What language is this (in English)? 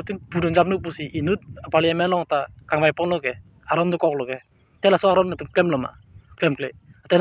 Karbi